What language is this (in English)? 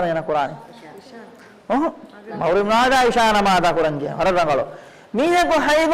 Divehi